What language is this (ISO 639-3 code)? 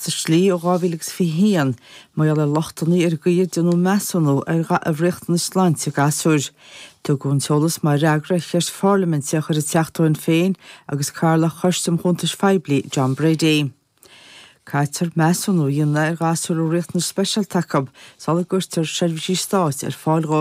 gle